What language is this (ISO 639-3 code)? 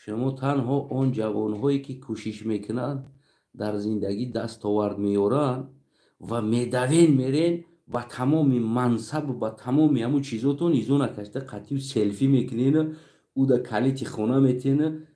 tgk